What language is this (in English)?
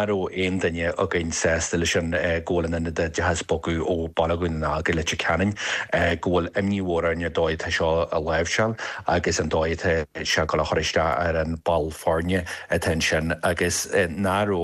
Irish